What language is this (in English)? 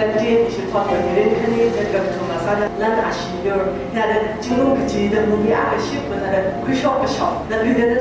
Tangkhul Naga (India)